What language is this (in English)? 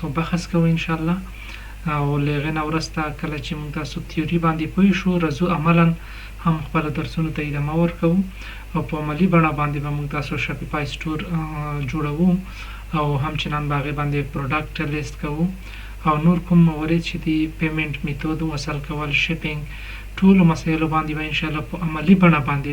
Pashto